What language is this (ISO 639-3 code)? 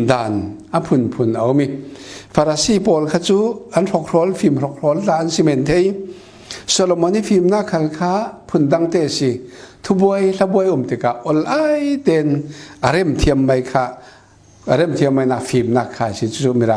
cfm